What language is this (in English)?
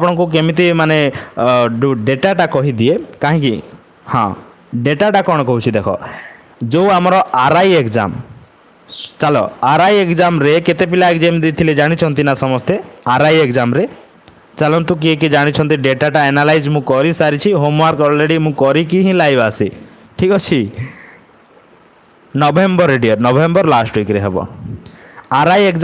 Odia